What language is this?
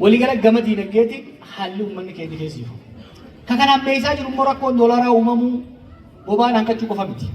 Oromo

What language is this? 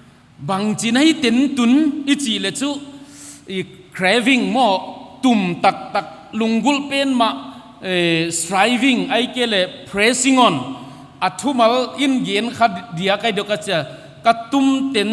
Paite Chin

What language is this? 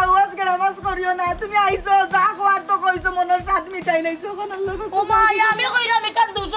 Sylheti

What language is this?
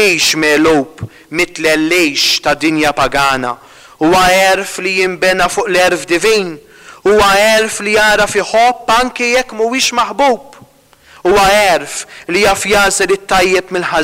Maltese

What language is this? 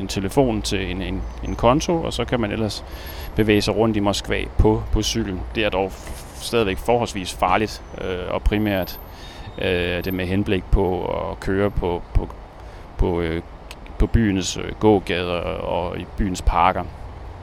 Danish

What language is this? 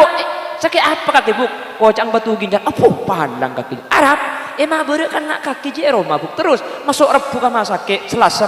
Madurese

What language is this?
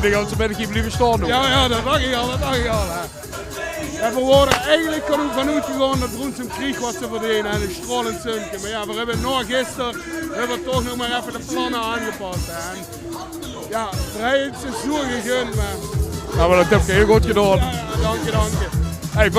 Limburgish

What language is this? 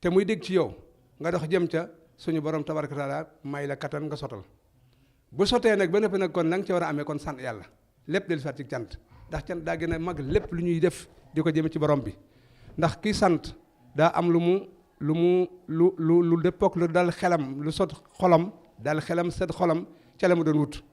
Wolof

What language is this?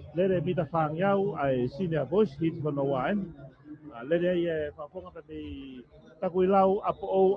Tongan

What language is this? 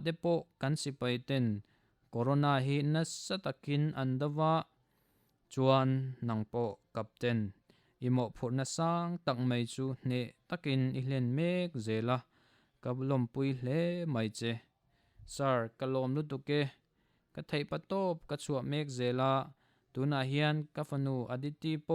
Mizo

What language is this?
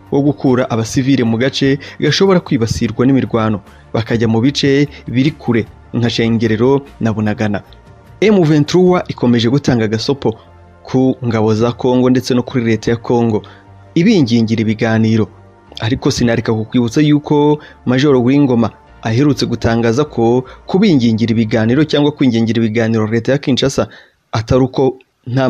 Kinyarwanda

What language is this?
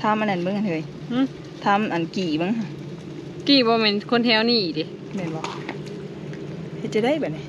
Lao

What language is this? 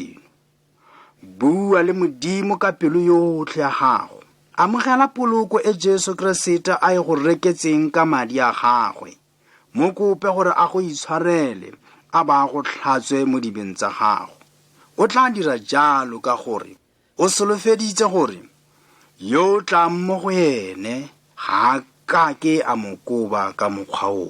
Tswana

